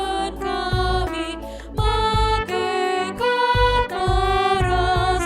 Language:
Batak Karo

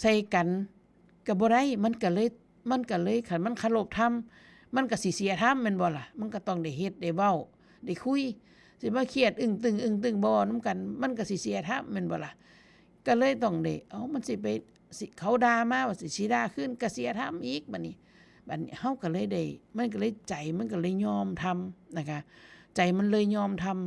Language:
Northeastern Thai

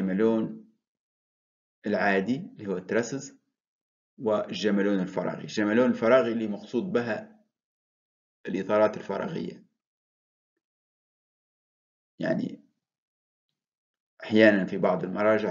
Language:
Arabic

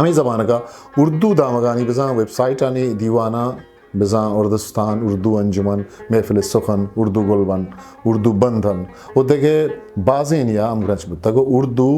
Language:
Eastern Balochi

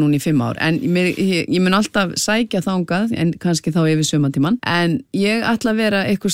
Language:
Icelandic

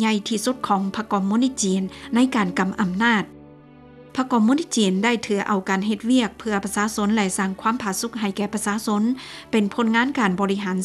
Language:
Lao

